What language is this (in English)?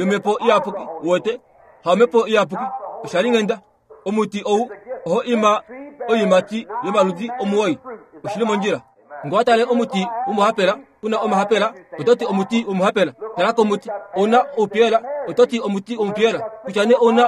Kuanyama